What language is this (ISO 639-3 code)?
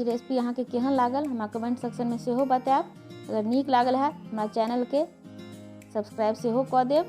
mai